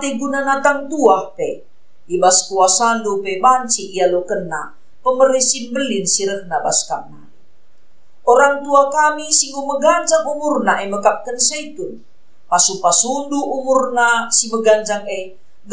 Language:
Batak Karo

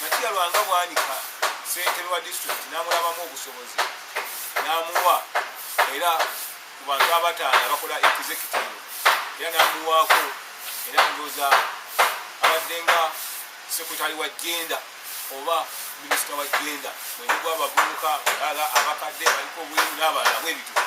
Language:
Ganda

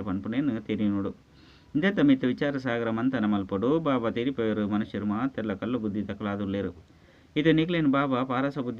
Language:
Tulu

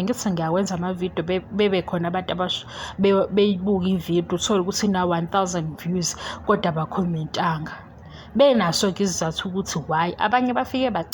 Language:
Zulu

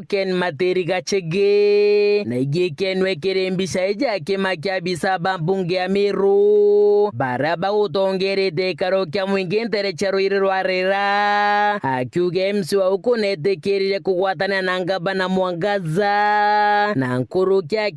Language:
Meru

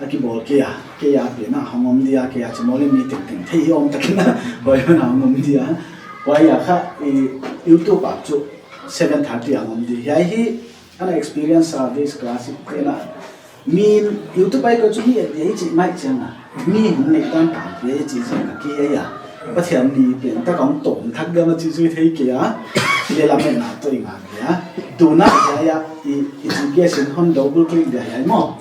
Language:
Paite Chin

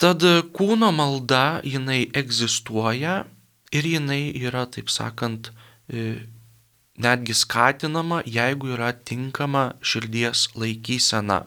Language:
Lithuanian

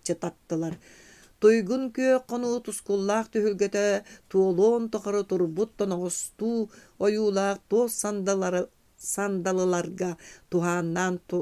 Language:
Yakut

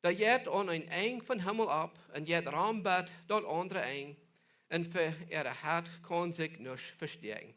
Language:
Plautdietsch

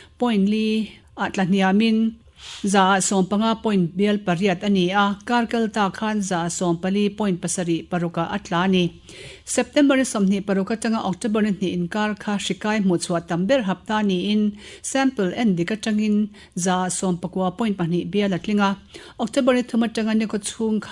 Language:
Mizo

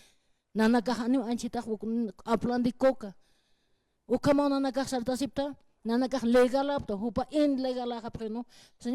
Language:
Aymara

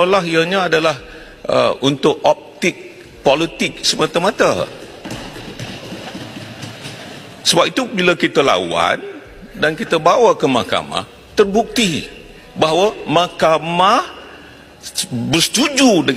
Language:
Malay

